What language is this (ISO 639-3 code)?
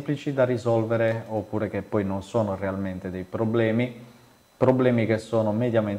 ita